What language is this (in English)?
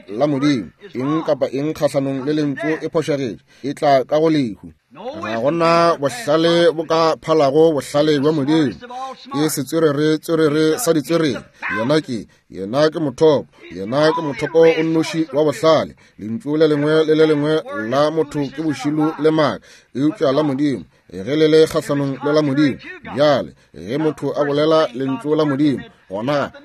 Northern Sotho